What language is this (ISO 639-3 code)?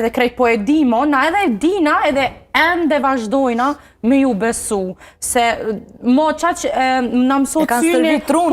sqi